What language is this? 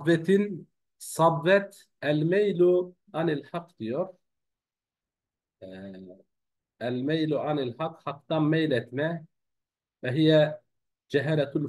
Turkish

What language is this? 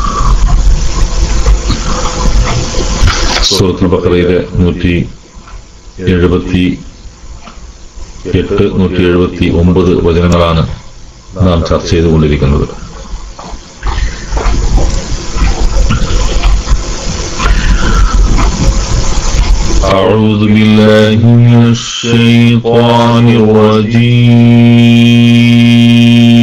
Malayalam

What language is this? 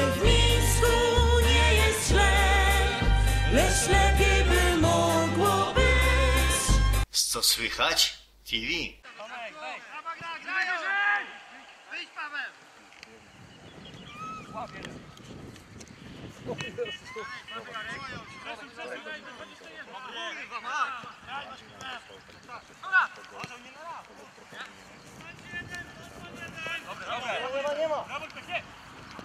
Polish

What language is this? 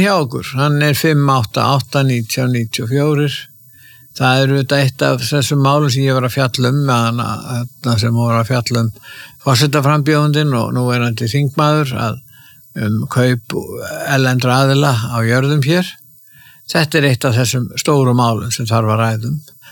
Icelandic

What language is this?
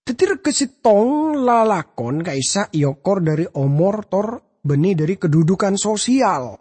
Madurese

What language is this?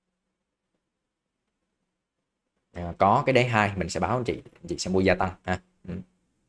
Vietnamese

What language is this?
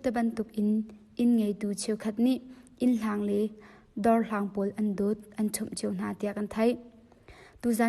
Hakha Chin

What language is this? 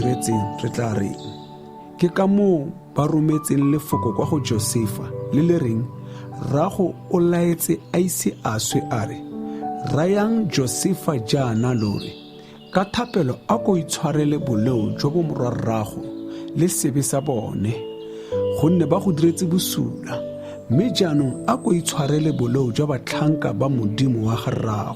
Tswana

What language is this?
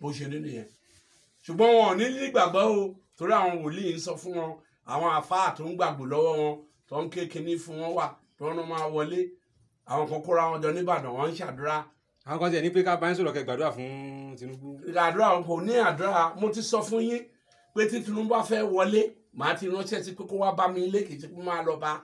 Yoruba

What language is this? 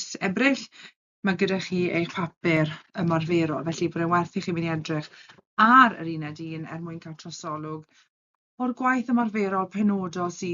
Welsh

